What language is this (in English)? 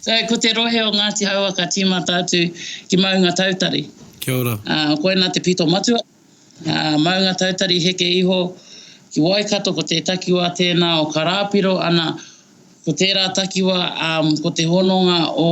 Māori